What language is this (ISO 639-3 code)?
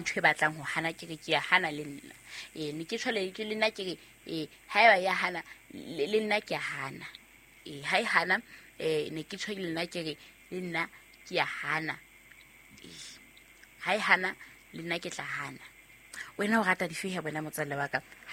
sot